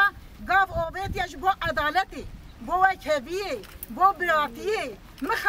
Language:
Kurdish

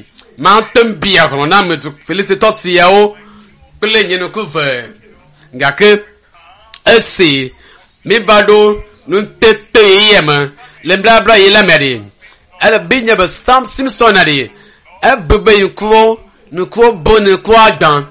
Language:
Ewe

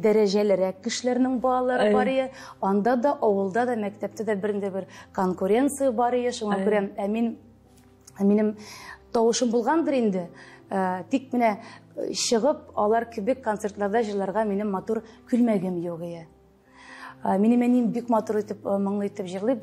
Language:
Tatar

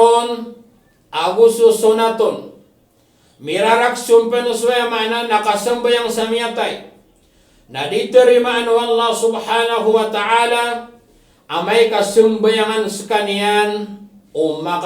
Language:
Maranao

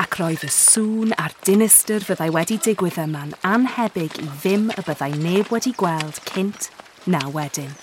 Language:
Welsh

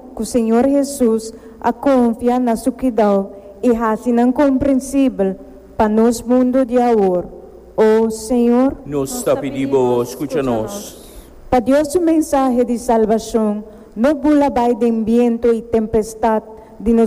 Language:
Papiamento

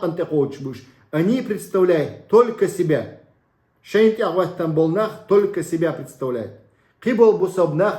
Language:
Chechen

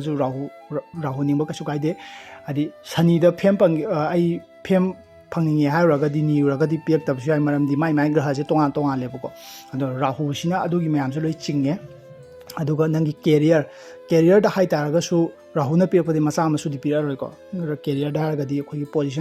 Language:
Manipuri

